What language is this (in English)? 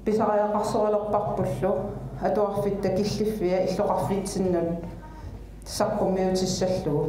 Kalaallisut